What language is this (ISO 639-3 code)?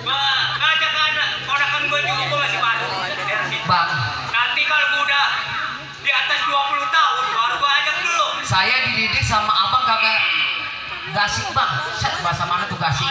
bew